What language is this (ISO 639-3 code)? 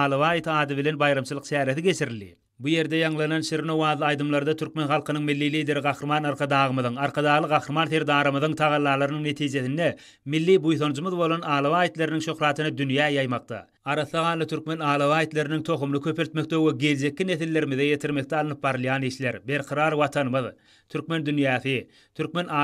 tuk